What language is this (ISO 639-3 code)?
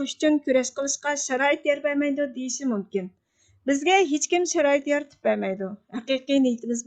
uig